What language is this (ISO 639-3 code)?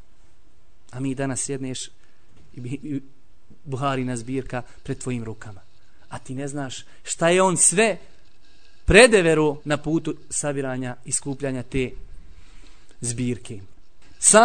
bos